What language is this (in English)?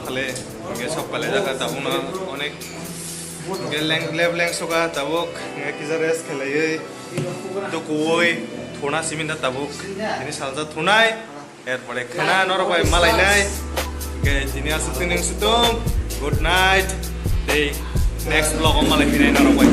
Kok Borok